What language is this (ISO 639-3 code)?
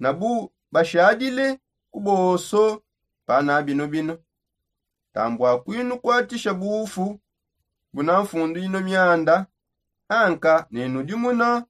sop